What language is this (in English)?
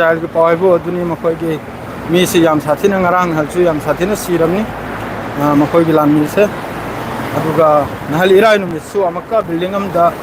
Manipuri